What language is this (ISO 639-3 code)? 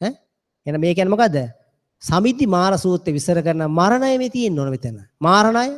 sin